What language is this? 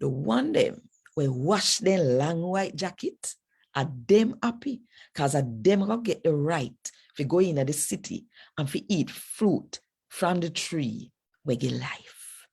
Jamaican Creole English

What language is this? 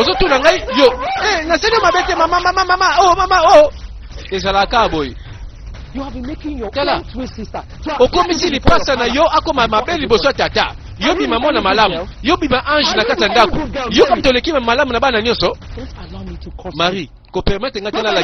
Lingala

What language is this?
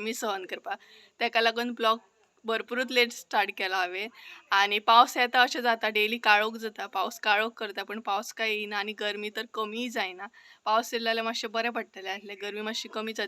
Konkani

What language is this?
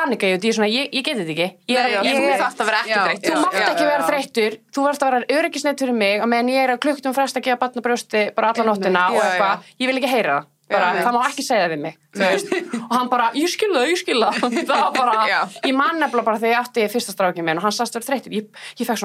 Icelandic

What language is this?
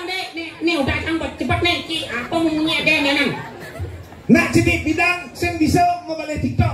Balinese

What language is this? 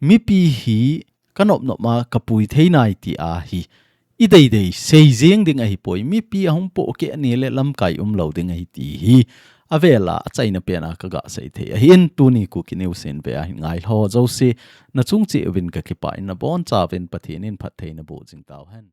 Thado Chin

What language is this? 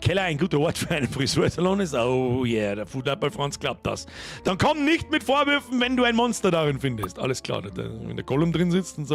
Bavarian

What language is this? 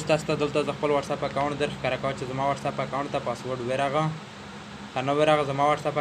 Pashto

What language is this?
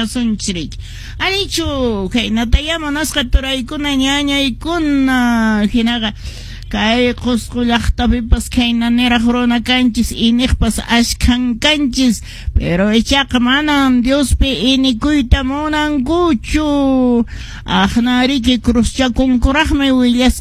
Quechua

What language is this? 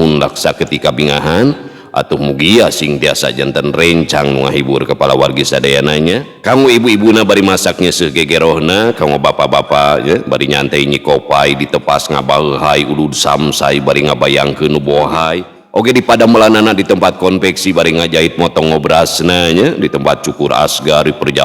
Sundanese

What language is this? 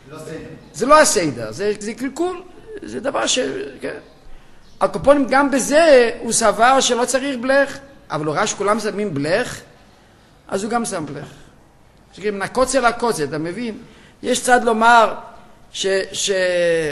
Hebrew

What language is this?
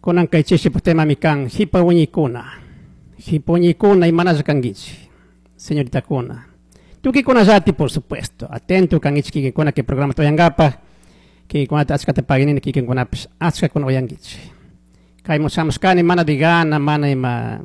Chimborazo Highland Quichua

